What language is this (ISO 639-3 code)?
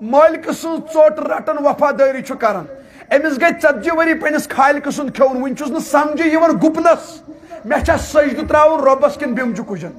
kas